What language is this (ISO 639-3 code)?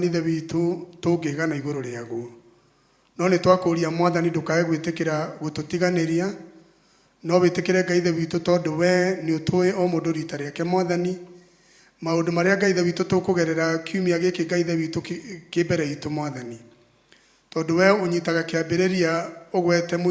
kik